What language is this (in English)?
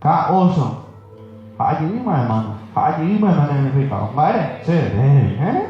Guarani